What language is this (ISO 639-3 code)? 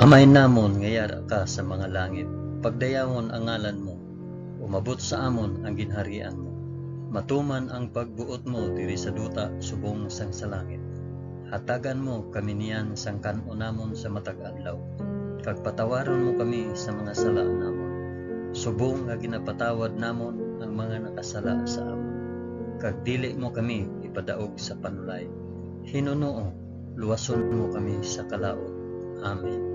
hil